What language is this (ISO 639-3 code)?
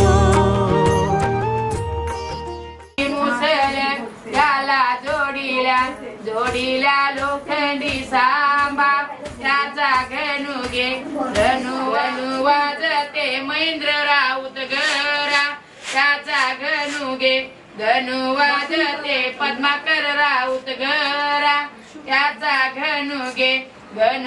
mar